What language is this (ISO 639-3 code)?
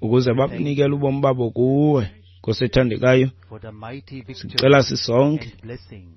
xho